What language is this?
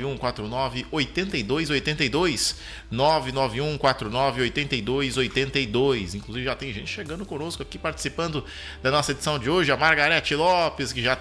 Portuguese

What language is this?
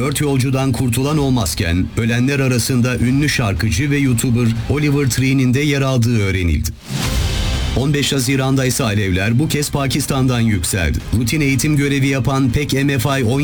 Turkish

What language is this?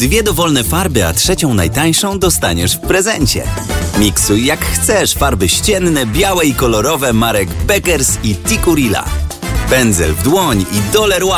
Polish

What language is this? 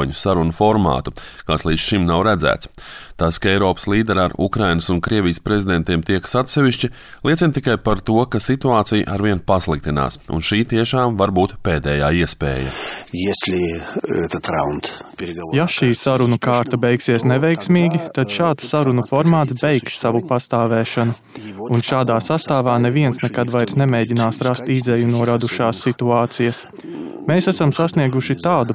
Latvian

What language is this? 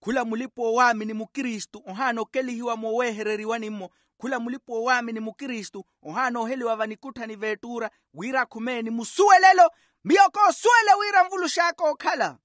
Makhuwa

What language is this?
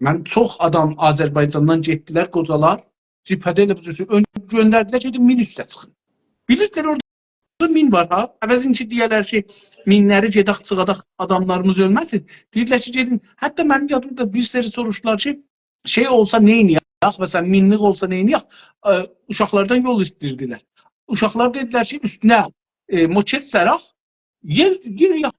South Azerbaijani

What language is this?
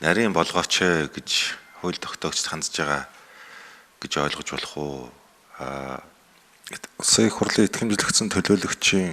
Mongolian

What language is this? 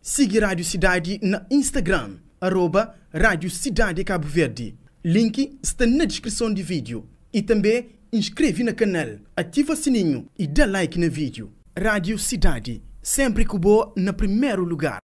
Kabuverdianu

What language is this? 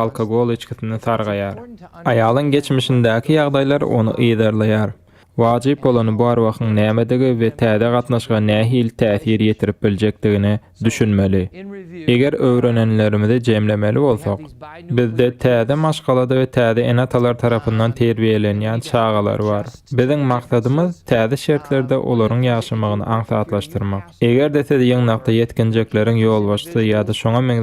Turkmen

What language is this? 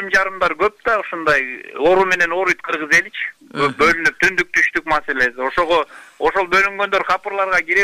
Kyrgyz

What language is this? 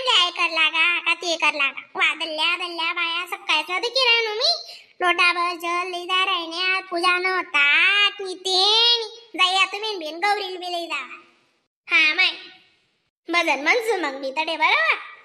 Khandesi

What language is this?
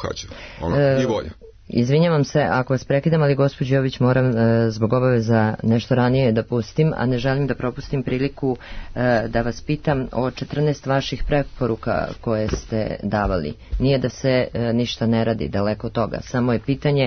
Serbian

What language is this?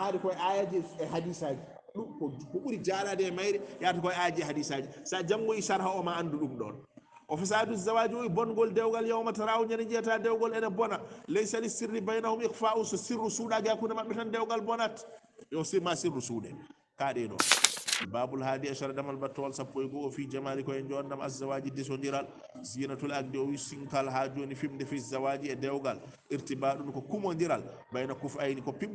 Fula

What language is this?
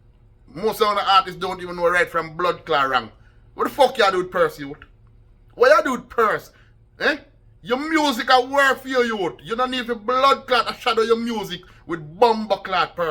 Jamaican Creole English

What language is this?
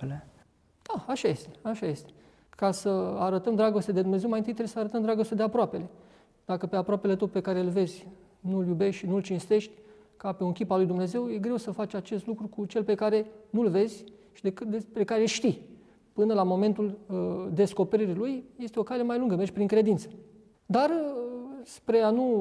Romanian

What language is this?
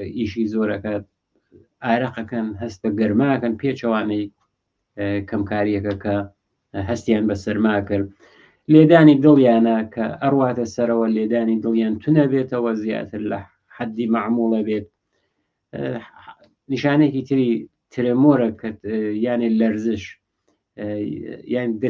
Central Kurdish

